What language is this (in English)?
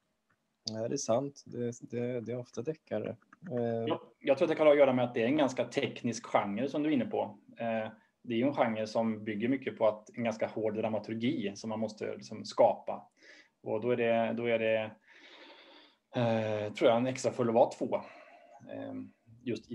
Swedish